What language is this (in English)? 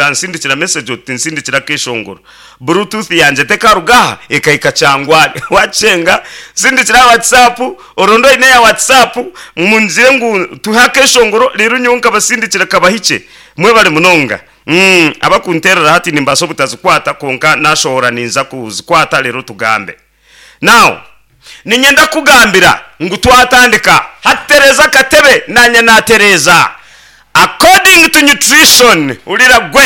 Nyankole